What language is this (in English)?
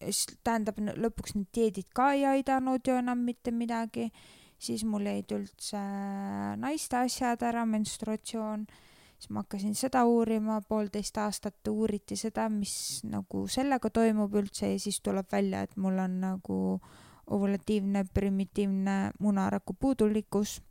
Estonian